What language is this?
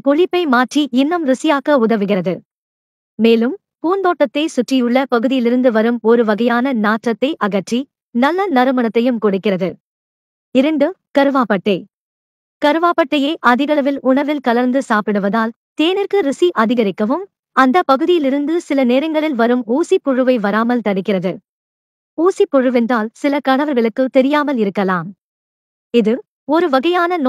Tamil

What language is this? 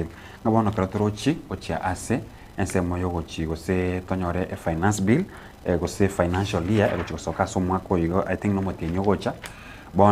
Gusii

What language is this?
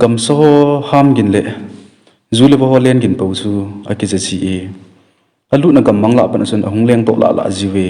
Thado Chin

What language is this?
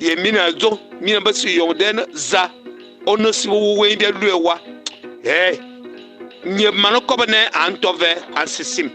Fang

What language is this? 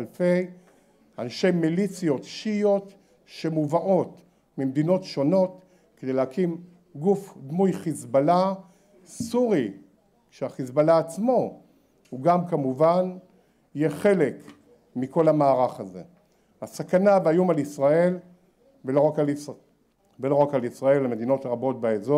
Hebrew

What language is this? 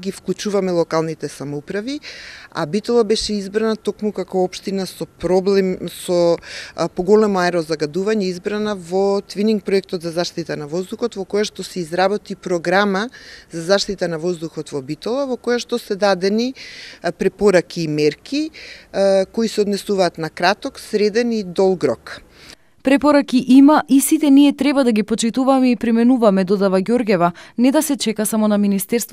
Macedonian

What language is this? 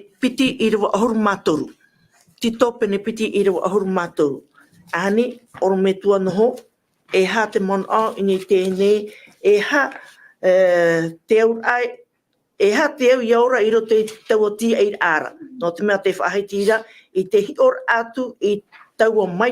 Tahitian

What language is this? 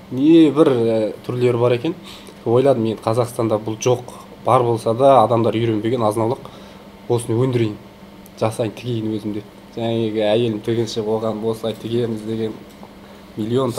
Kazakh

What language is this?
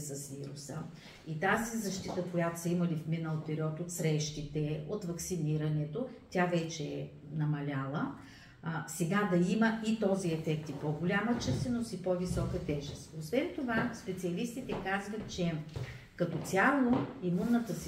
Bulgarian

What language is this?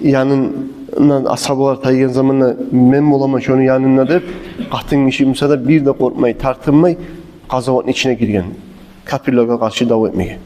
Kumyk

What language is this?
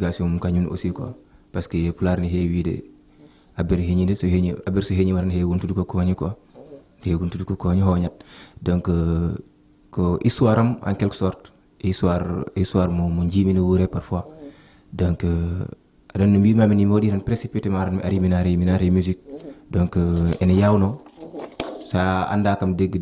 Fula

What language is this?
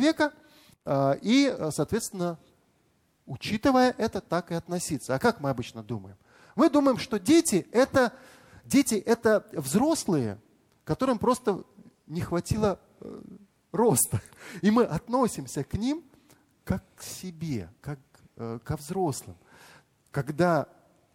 Russian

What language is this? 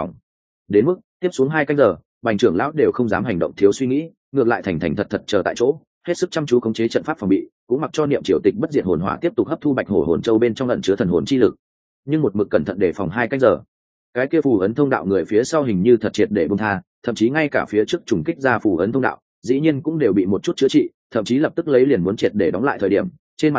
Vietnamese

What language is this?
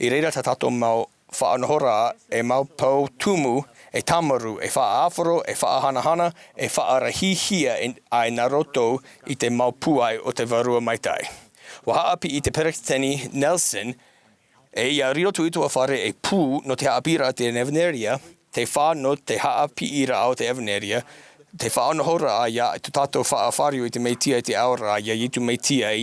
Tahitian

